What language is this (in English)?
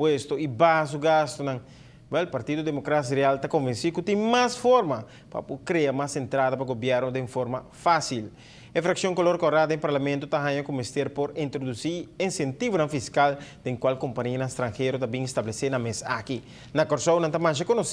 Papiamento